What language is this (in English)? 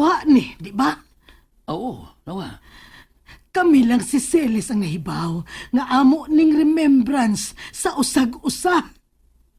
Cebuano